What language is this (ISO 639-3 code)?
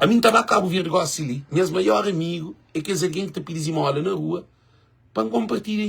kea